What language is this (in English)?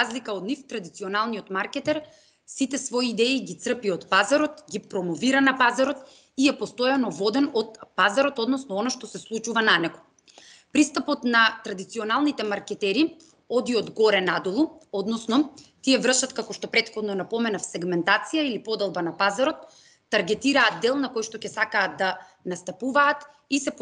Macedonian